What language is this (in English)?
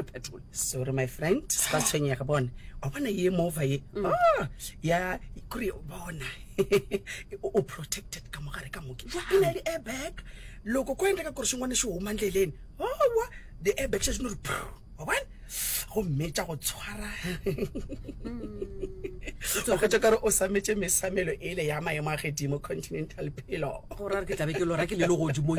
Northern Sotho